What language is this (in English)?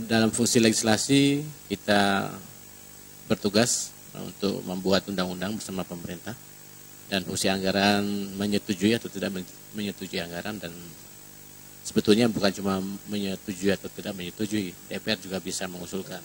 Indonesian